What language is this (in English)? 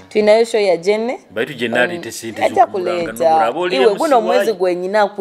Nyoro